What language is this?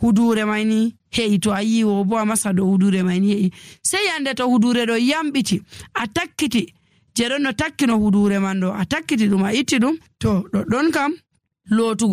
Nigerian Fulfulde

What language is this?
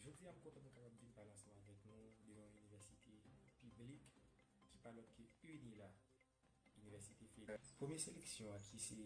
Haitian Creole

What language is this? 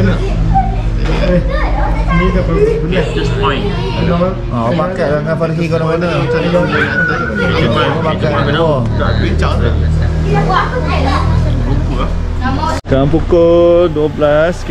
Malay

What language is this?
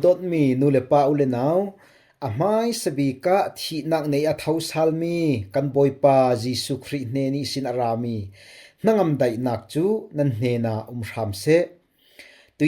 Falam Chin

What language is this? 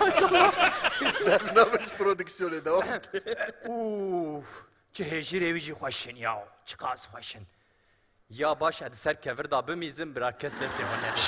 Kurdish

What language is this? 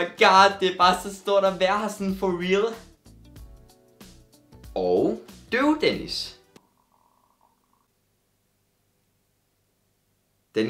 Danish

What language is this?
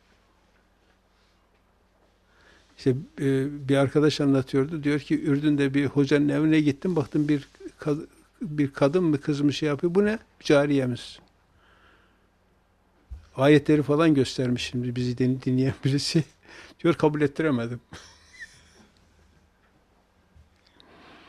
Turkish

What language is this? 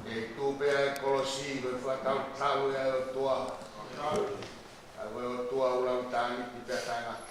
Tongan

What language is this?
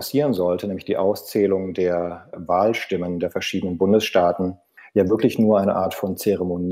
German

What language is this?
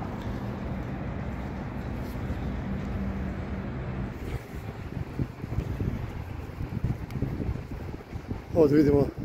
Serbian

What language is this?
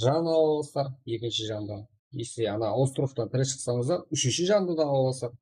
Kara-Kalpak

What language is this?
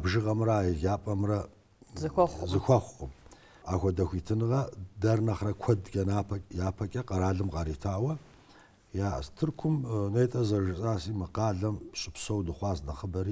Kabardian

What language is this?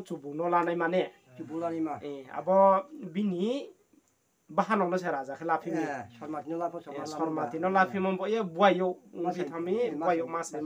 Riang (India)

